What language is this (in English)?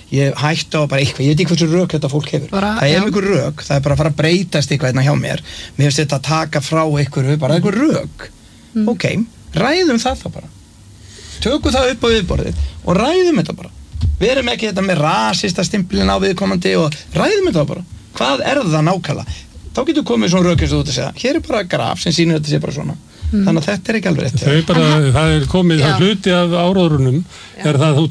Icelandic